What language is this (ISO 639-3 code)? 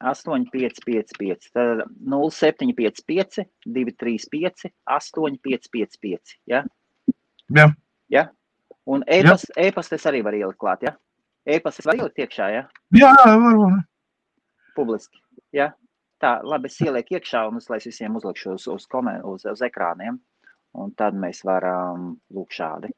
lav